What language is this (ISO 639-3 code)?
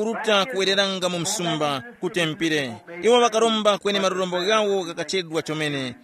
tum